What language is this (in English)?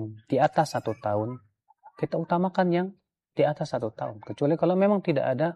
Indonesian